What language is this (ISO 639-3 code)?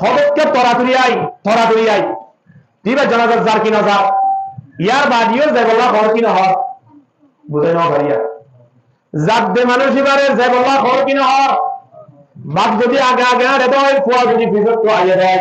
rhg